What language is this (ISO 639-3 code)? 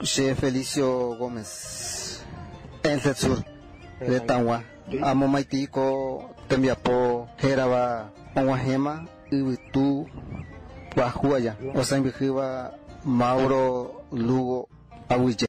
grn